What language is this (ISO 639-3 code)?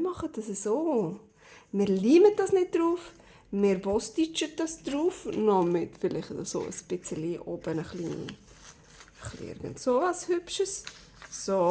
gsw